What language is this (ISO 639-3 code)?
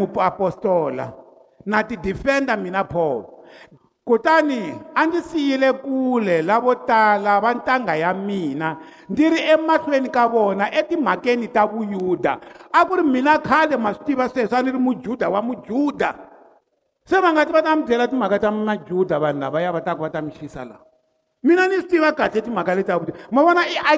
tso